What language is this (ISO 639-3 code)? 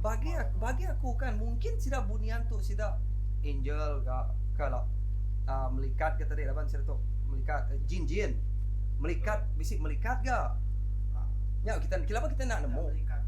iba